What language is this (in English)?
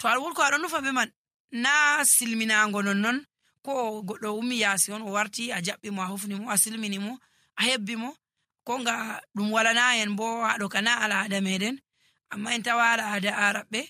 Nigerian Fulfulde